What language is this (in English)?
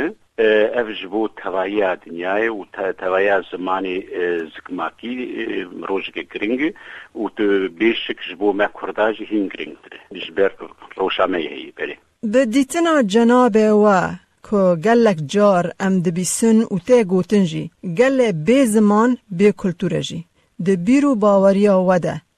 Kurdish